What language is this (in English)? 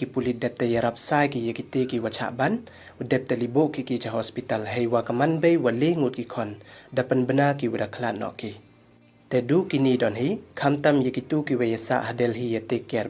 Pnar